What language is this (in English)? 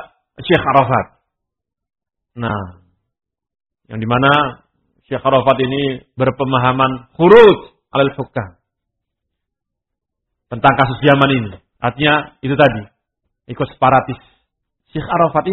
Indonesian